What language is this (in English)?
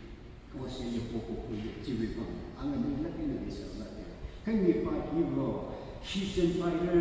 Tangkhul Naga (India)